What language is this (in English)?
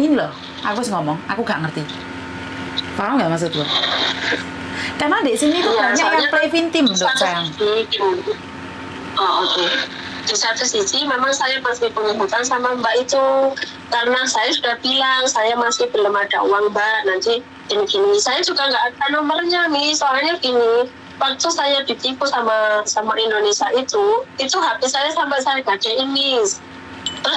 Indonesian